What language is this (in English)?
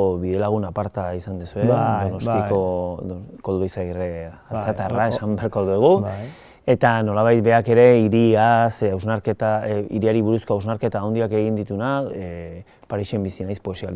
Basque